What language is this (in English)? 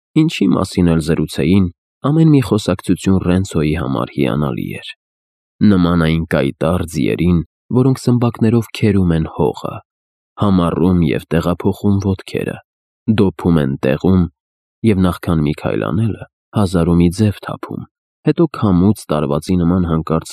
Armenian